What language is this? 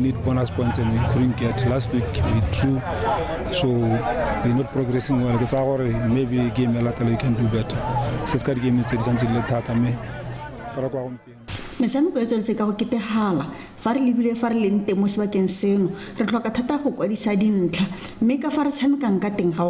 Tswana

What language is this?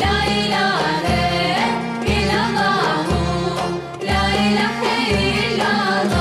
Crimean Tatar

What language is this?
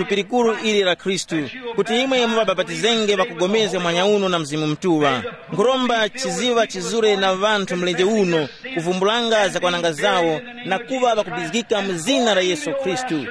Tumbuka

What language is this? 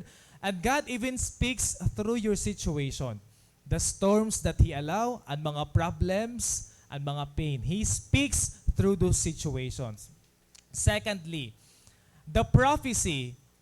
Waray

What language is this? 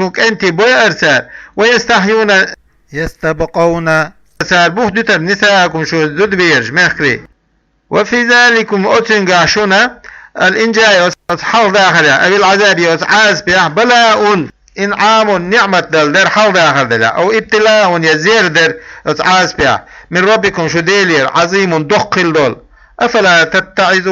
Chechen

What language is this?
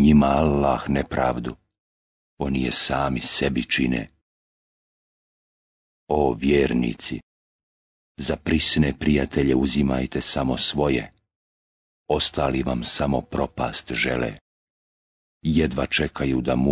Bosnian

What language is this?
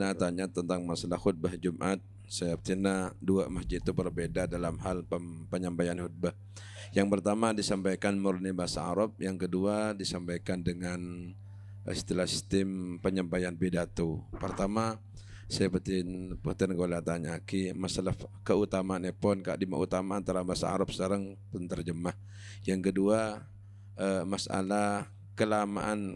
Madurese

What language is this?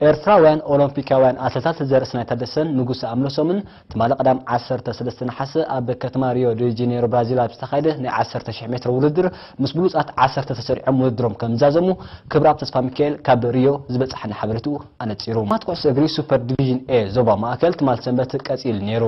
Tigrinya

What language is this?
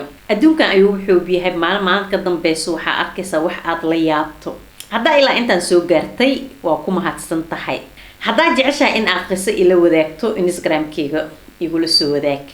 Somali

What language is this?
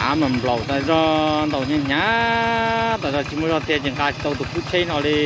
Hmong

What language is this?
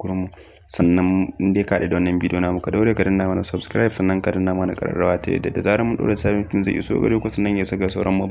Hausa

